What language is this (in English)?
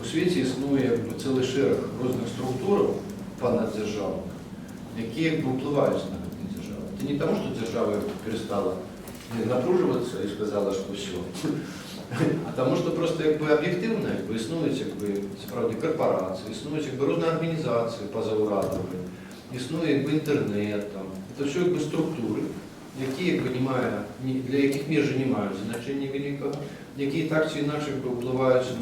Belarusian